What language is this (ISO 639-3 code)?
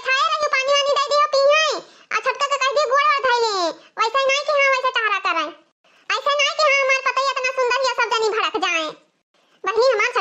awa